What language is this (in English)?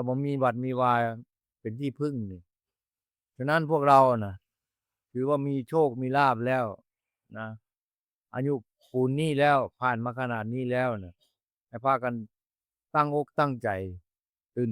Northeastern Thai